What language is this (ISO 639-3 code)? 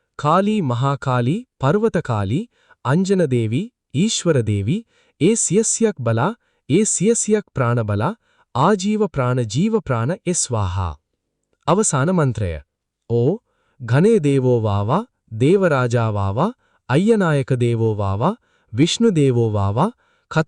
sin